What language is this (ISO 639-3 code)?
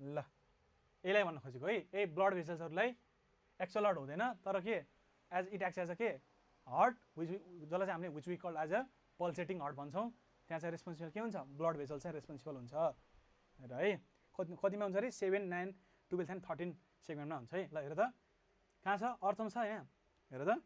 nep